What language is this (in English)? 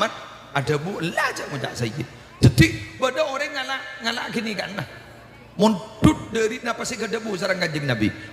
Madurese